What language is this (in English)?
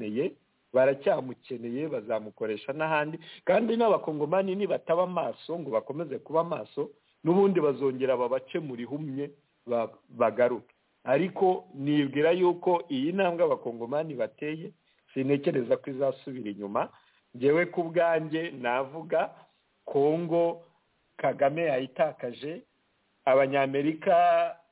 Kinyarwanda